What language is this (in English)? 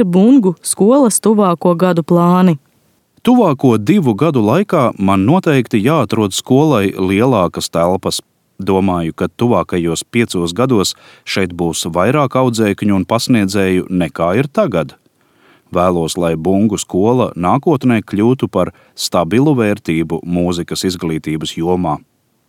Latvian